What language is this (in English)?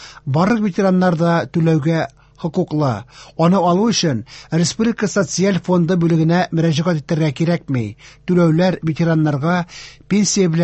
Tatar